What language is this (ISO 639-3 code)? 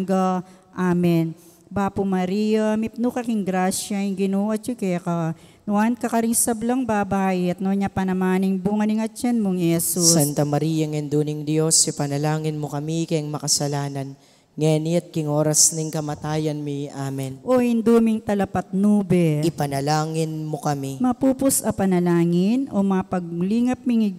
pam